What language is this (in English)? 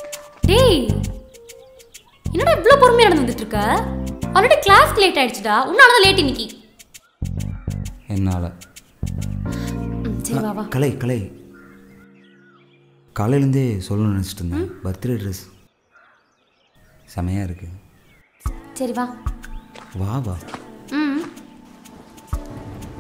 Tamil